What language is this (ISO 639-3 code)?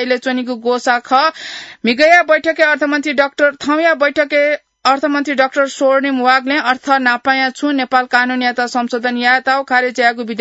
new